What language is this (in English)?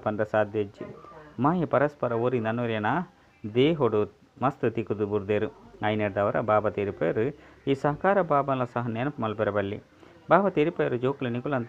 Tulu